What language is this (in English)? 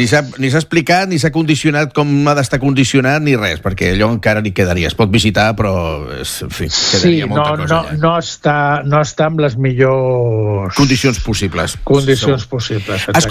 Catalan